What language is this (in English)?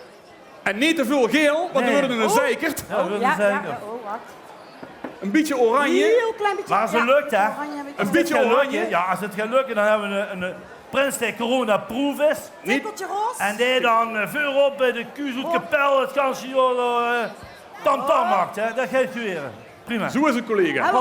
Limburgish